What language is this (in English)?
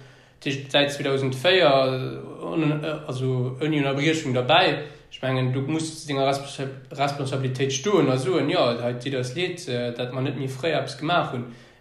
Luxembourgish